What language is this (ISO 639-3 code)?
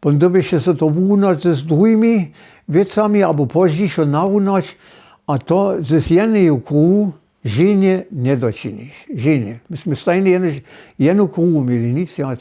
hsb